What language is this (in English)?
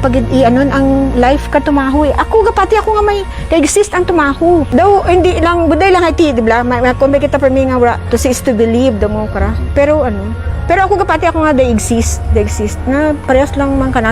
Kinaray-a